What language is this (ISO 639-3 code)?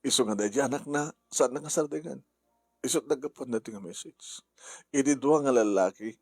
ilo